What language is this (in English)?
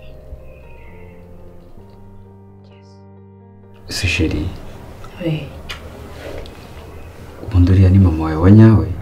Kinyarwanda